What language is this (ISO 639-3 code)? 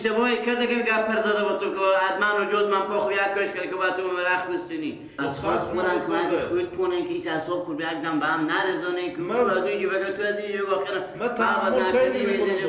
fas